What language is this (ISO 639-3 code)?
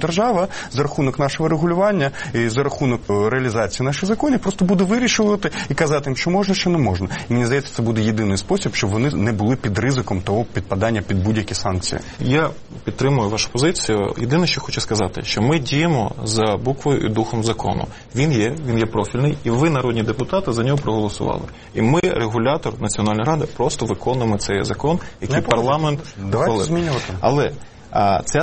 ukr